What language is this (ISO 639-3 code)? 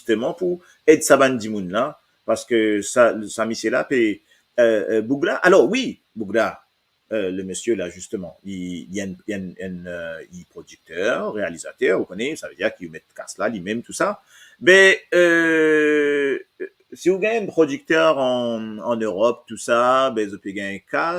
mfe